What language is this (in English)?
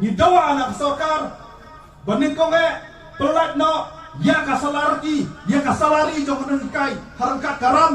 Khasi